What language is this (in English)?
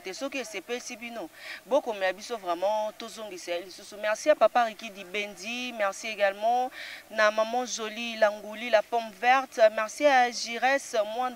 Lingala